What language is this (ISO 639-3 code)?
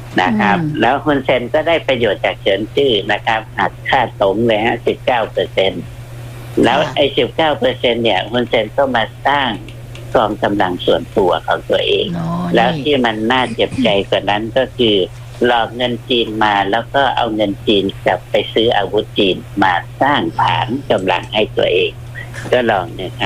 tha